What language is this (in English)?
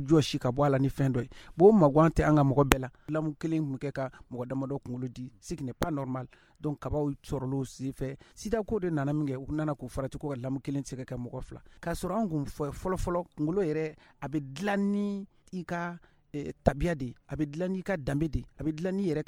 Bambara